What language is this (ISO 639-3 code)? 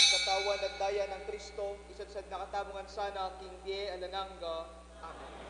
pam